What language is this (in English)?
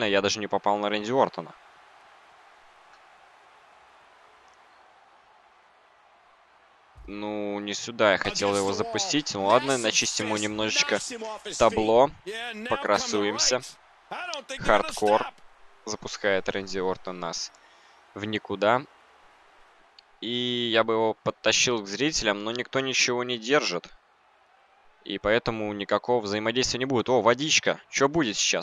Russian